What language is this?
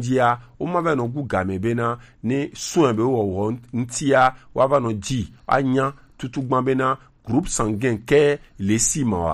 Gen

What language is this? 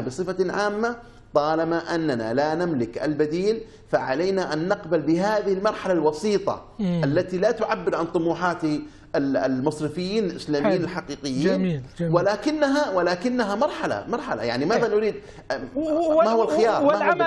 Arabic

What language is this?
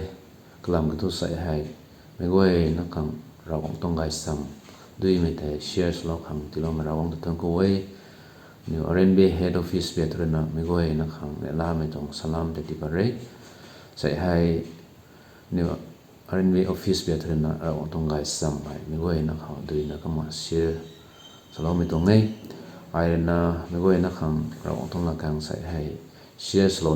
Rongmei Naga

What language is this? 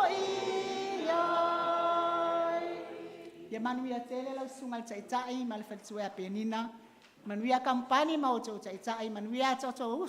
Samoan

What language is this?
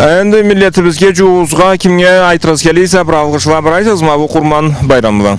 Karachay-Balkar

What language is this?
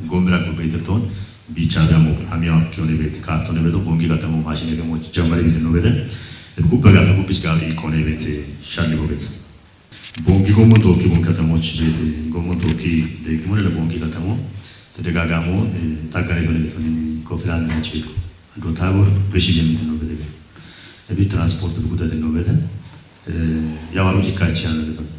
Kafa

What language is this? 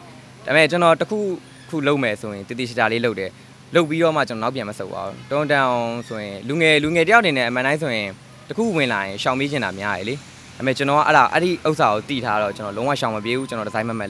Burmese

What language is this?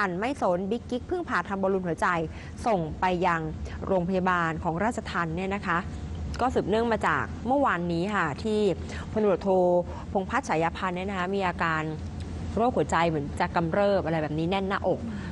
Thai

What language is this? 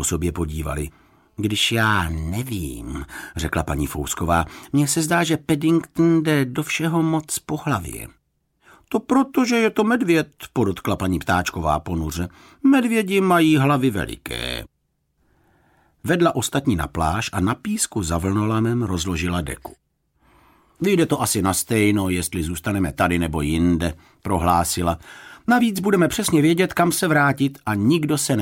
Czech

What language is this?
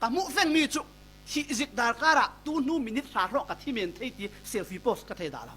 Falam Chin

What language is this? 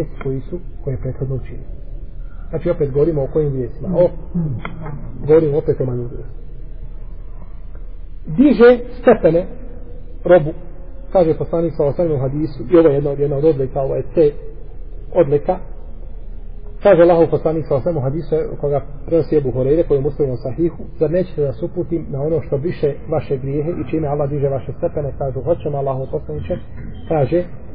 Bosnian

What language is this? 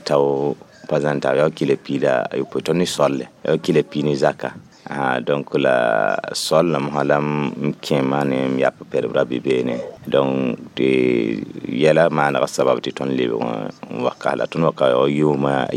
Mossi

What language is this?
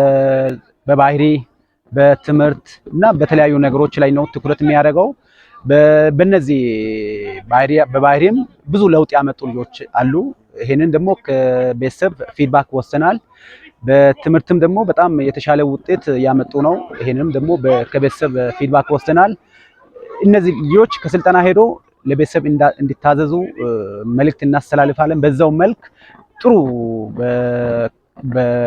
Amharic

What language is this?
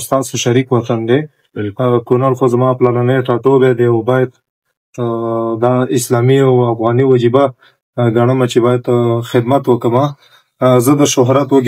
Pashto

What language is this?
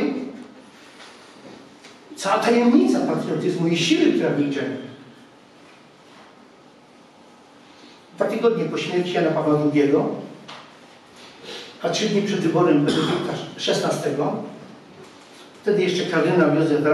Polish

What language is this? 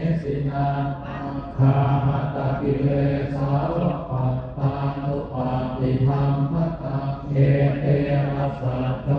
Pali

